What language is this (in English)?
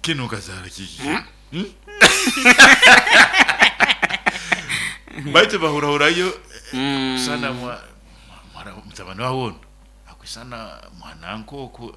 Nyoro